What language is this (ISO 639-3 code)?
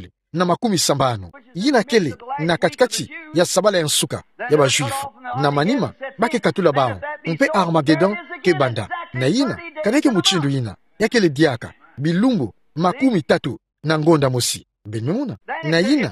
ktu